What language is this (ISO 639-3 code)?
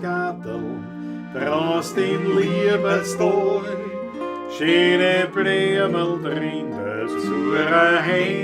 bar